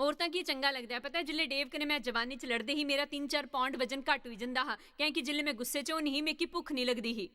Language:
Dogri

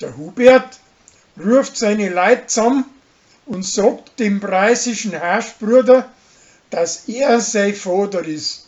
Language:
Bavarian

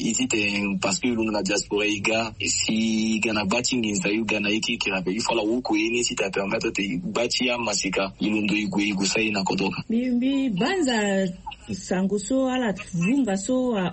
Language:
Sango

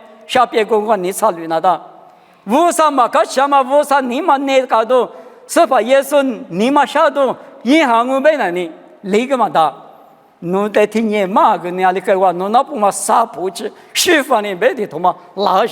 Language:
Lisu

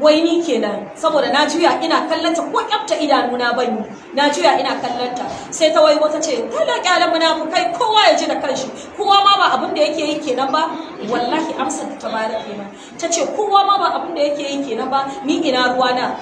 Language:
Hausa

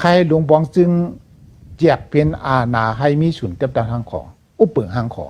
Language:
Shan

